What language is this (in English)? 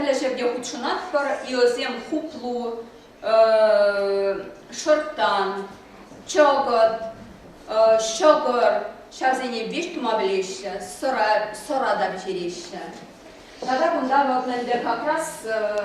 Chuvash